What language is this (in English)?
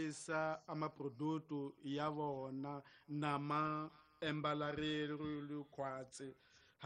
Tsonga